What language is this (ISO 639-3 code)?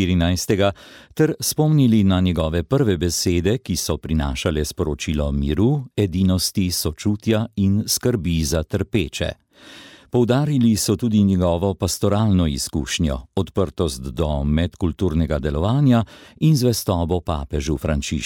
slv